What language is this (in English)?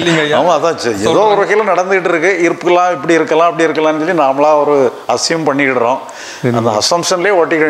Tamil